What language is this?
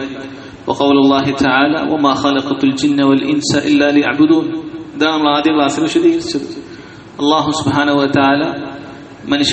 Malayalam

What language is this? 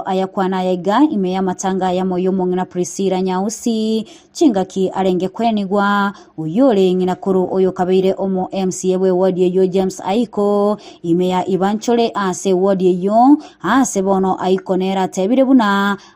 Gusii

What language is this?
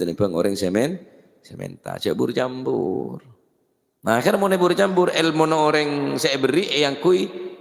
Madurese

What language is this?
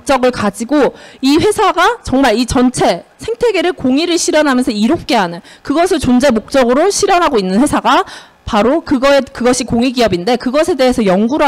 Korean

